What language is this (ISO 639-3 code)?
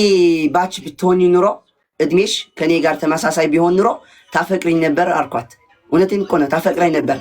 amh